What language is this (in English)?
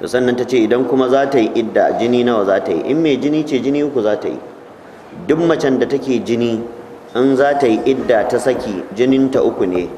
Hausa